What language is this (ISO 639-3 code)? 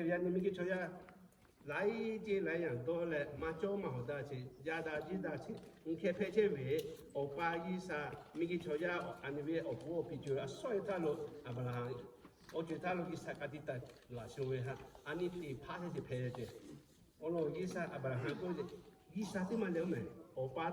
lhu